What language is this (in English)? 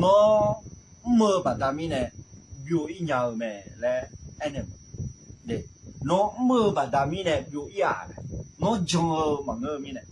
Akha